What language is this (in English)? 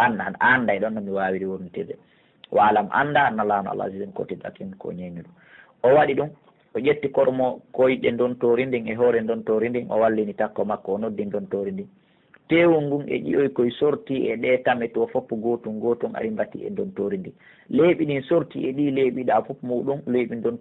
Pular